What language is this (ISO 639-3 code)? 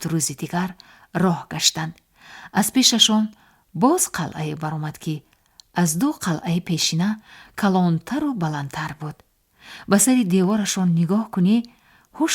tgk